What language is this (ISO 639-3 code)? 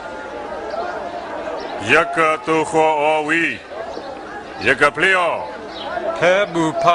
ksw